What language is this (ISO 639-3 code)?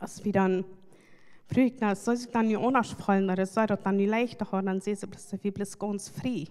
pdt